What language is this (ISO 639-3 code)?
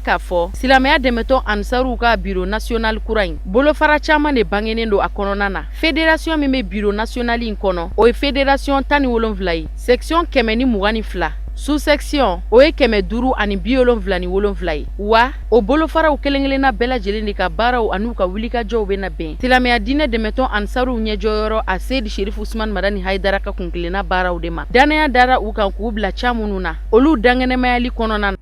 bam